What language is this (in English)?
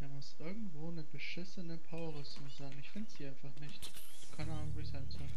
Swiss German